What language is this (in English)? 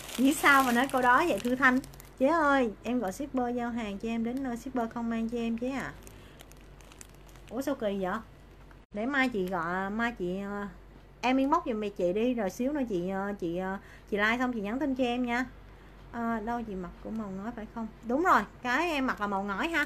Vietnamese